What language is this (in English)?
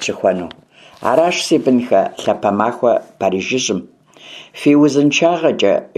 Kabardian